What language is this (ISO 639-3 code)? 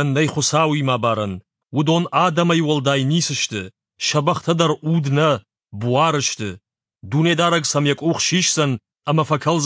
oss